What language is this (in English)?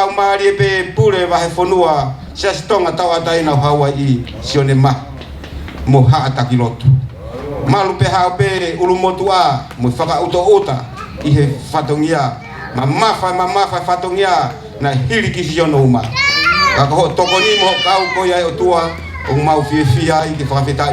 Tongan